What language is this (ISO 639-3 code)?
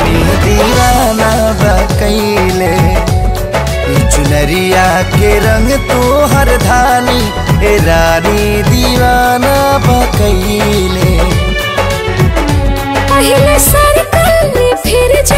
bho